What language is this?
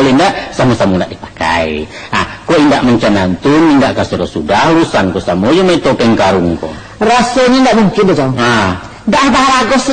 Minangkabau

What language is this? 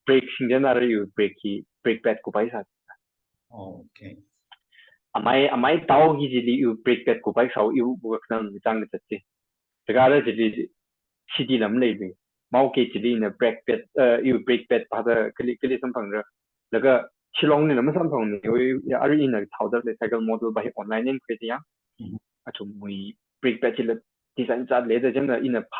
Tangkhul Naga (India)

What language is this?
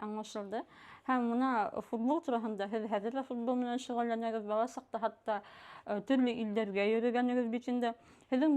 Bashkir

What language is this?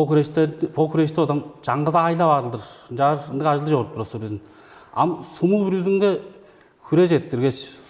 Tuvinian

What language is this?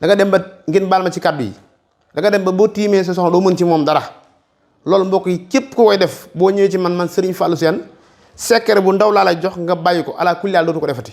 Wolof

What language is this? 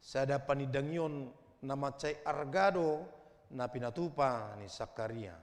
Batak Toba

